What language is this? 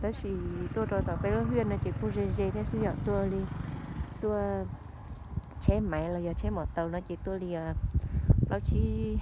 Hmong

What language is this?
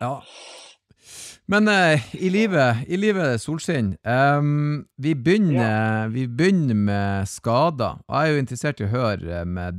Norwegian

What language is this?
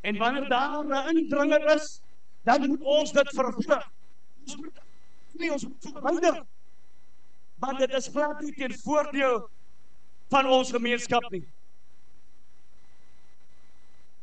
Afrikaans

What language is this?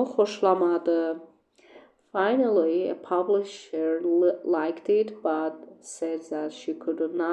Azerbaijani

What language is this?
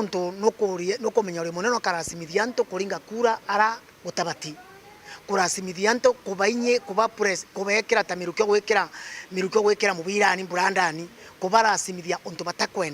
Meru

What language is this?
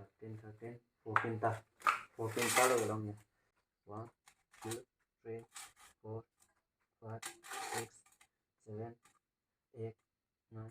Karbi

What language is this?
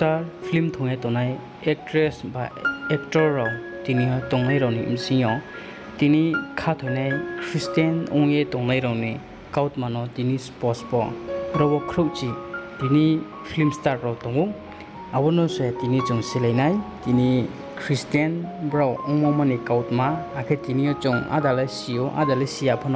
Riang (India)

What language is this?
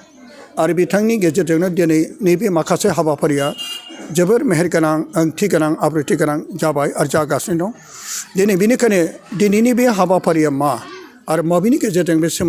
Bodo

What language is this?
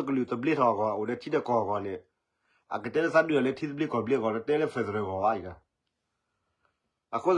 S'gaw Karen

